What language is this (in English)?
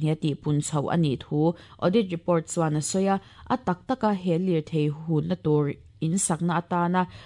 Mizo